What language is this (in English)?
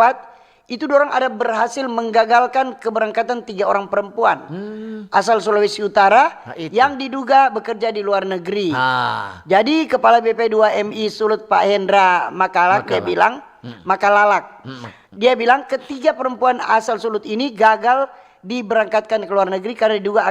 Manado Malay